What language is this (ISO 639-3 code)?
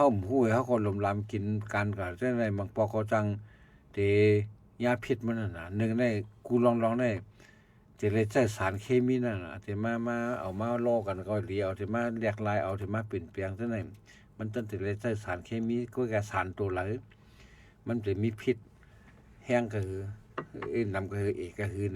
shn